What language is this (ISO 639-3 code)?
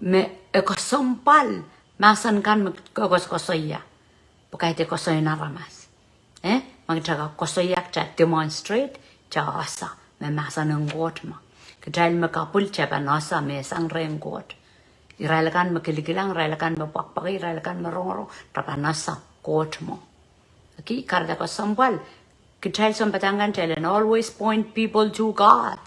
pon